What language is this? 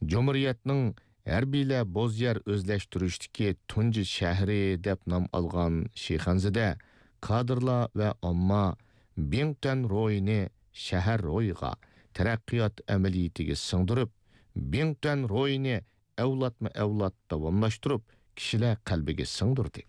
Uyghur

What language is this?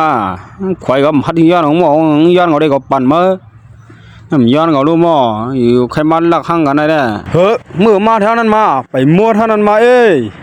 Shan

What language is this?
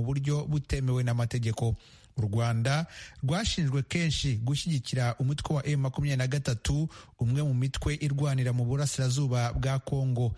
Kinyarwanda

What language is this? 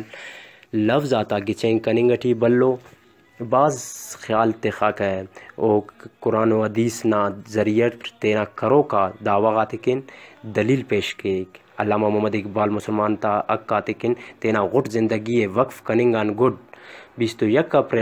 Brahui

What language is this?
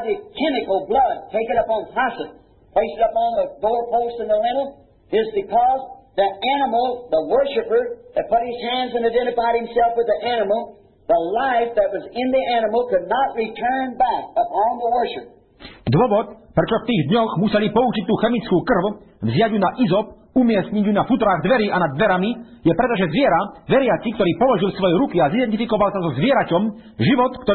Slovak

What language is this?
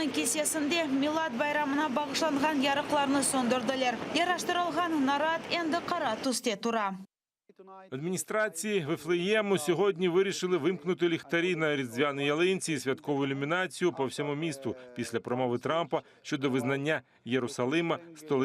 Crimean Tatar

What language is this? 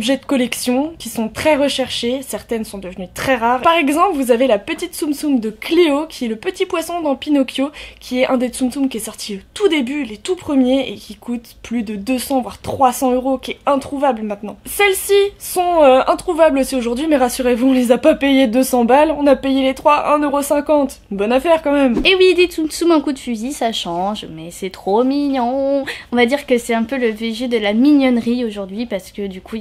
French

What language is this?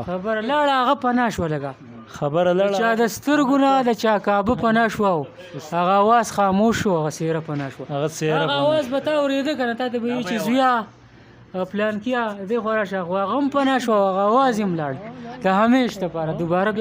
Pashto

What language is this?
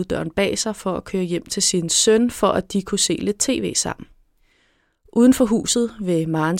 Danish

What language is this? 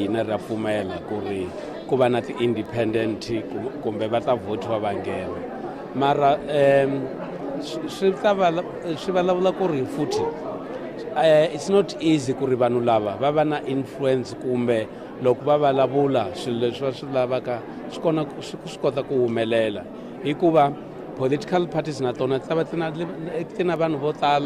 Tsonga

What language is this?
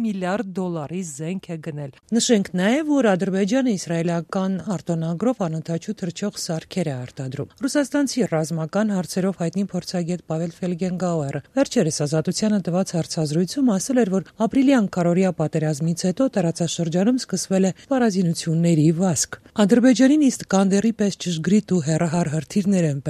Armenian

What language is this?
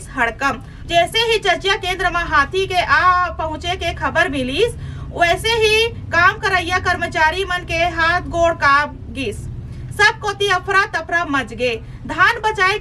Chhattisgarhi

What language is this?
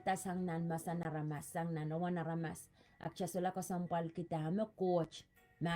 Pohnpeian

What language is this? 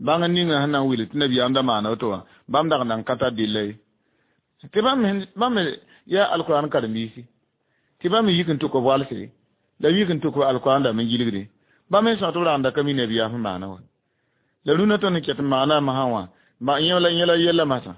Mossi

